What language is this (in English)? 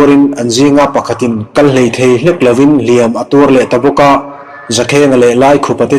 Mizo